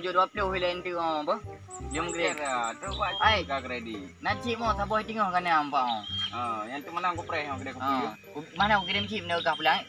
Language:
Achinese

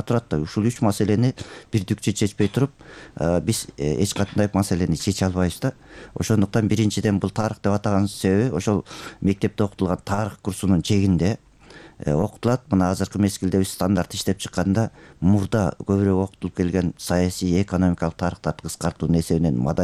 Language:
Kyrgyz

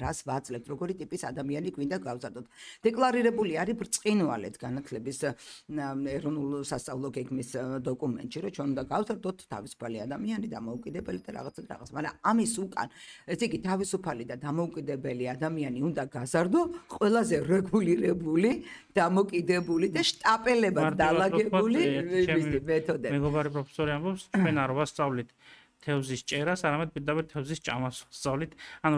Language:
Georgian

